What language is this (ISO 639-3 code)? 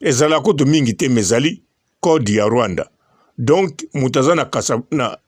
lin